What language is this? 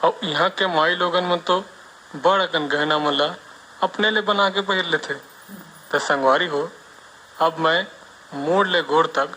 Chhattisgarhi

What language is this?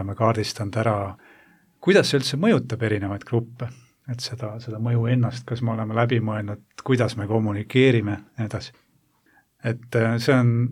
Estonian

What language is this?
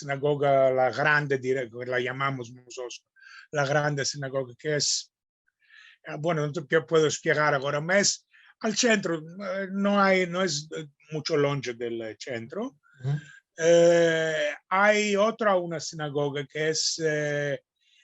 Ladino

